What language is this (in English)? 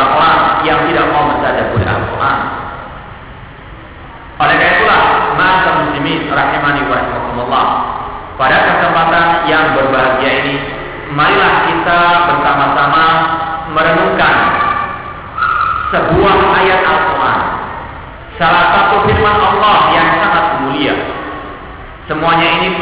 Indonesian